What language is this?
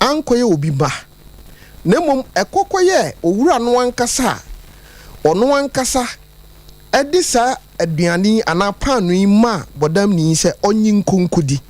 Akan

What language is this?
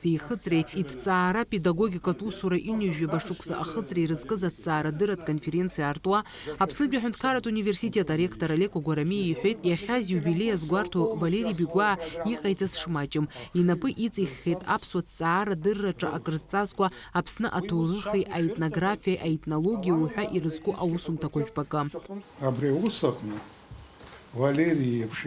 Abkhazian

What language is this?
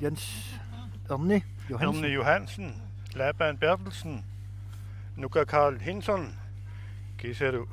Kalaallisut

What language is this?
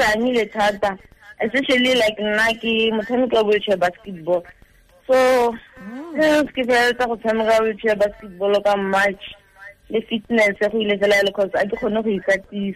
Tswana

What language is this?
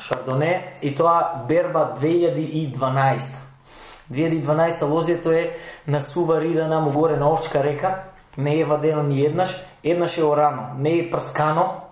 Macedonian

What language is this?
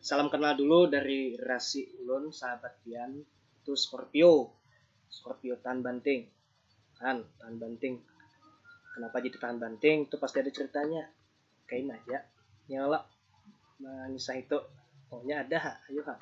Banjar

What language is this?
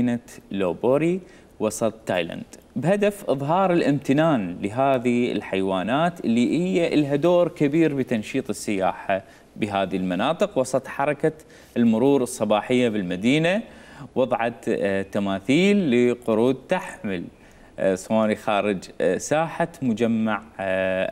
Mesopotamian Arabic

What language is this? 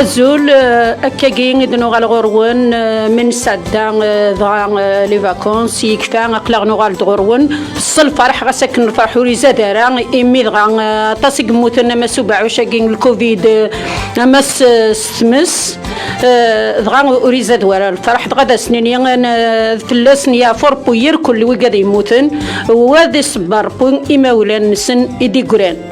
Kabyle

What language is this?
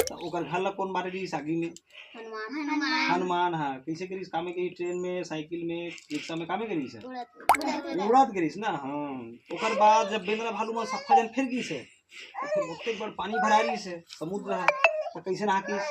Chhattisgarhi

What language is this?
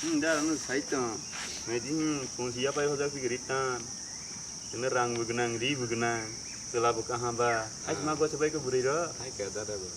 Kok Borok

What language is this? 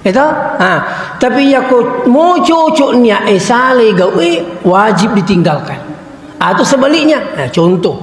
Buginese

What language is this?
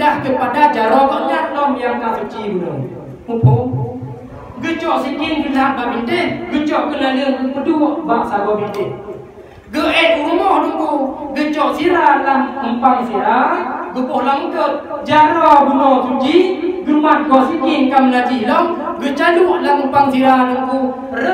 Achinese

